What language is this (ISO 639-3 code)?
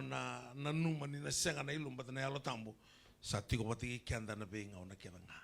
fij